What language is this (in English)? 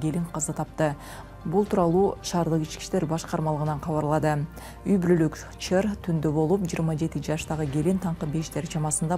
Kyrgyz